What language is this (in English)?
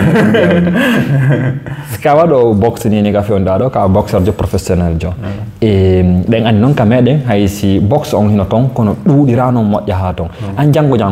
Fula